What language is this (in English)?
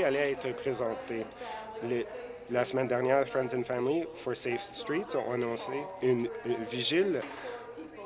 French